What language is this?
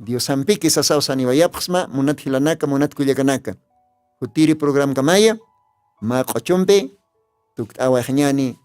Aymara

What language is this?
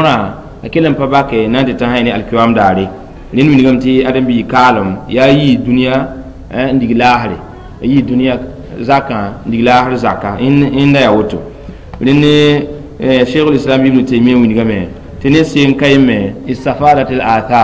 Mossi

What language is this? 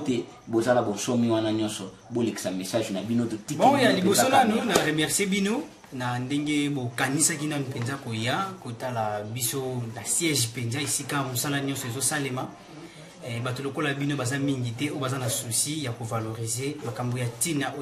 Lingala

